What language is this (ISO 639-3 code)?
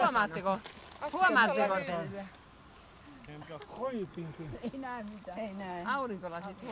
fin